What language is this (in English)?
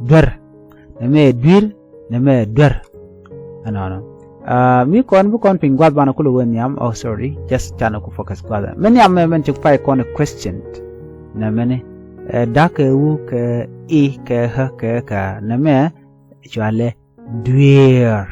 Nuer